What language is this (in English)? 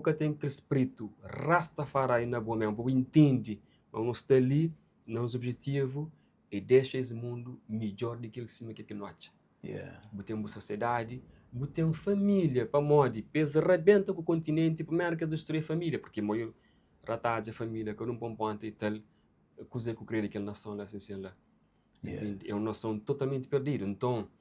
Kabuverdianu